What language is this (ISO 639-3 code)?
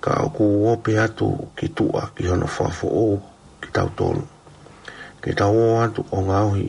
ton